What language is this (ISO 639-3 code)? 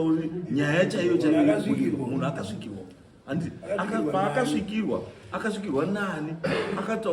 sna